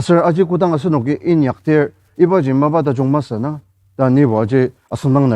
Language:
Ao Naga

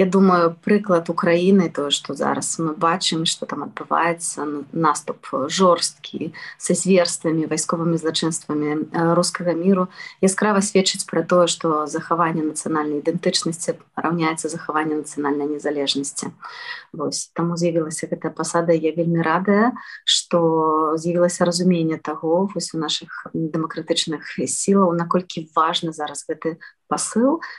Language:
Belarusian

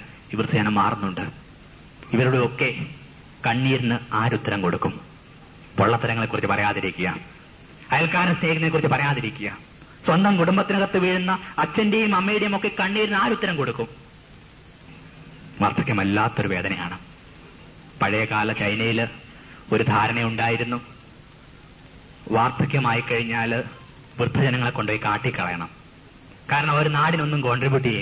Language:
Malayalam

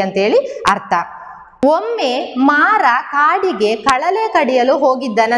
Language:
Kannada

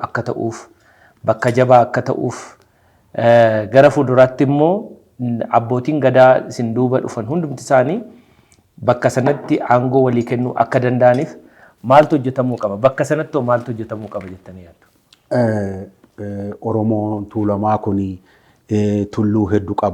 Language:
Oromo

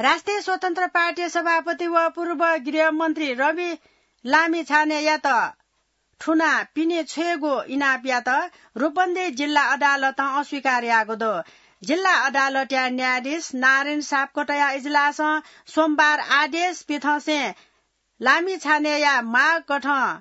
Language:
Newari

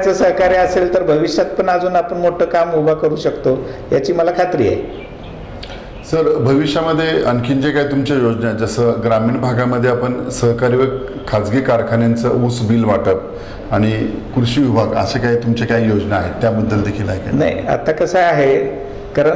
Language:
Marathi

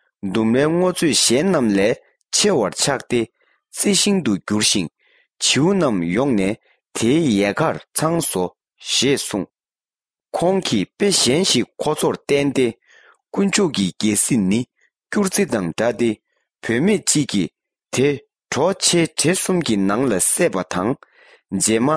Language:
Tibetan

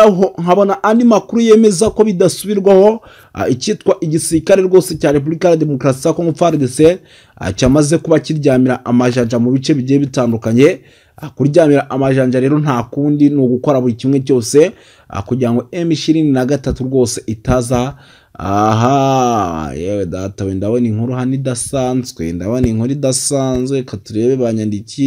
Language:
Kinyarwanda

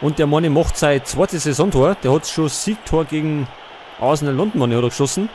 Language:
Bavarian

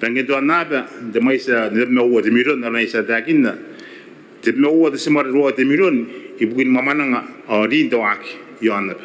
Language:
Gilbertese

